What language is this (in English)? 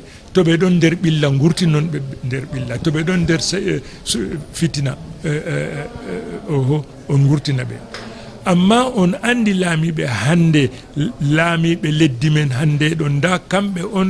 Fula